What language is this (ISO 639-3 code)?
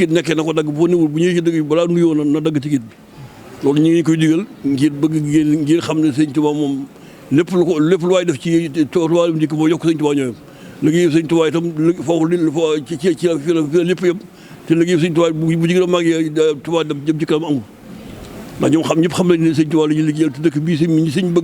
wol